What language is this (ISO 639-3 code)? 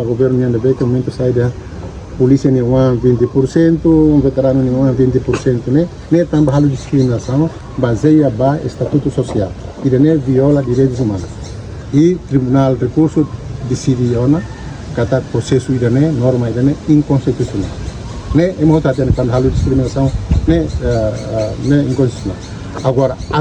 tet